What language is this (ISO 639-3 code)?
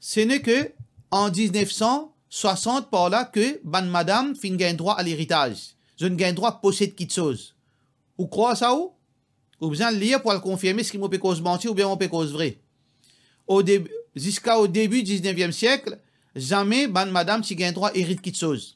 mfe